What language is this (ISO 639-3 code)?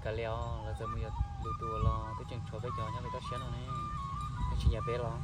hmn